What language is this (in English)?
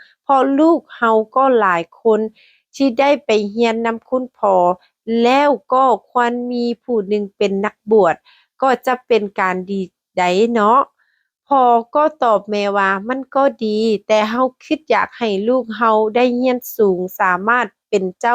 Lao